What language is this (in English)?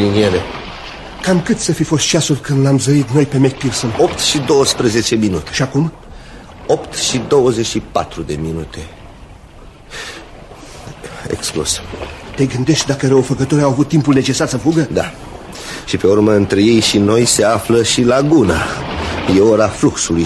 Romanian